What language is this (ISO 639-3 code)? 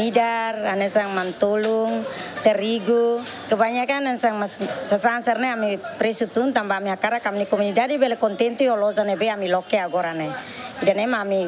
tet